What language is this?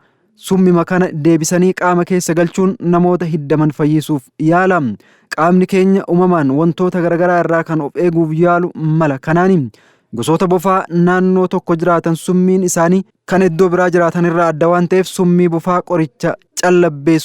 Oromo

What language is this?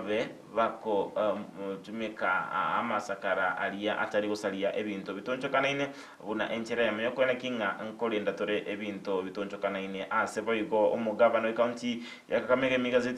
Gusii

